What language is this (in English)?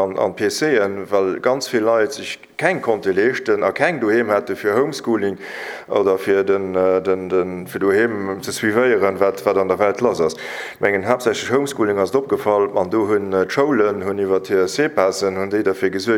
Luxembourgish